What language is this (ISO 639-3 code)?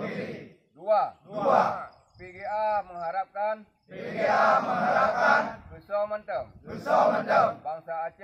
ace